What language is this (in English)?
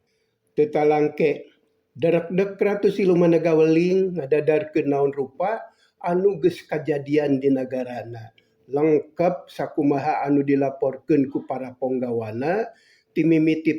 Sundanese